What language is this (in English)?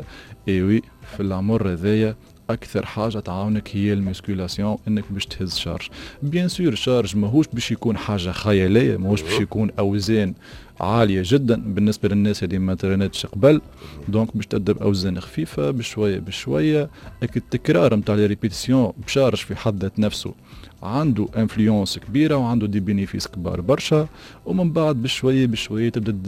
Tunisian Arabic